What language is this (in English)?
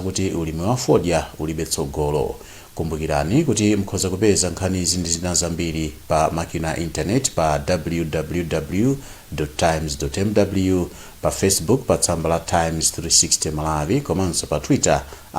Nyanja